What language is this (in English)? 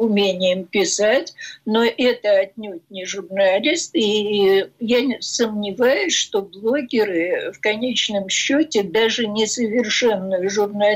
Russian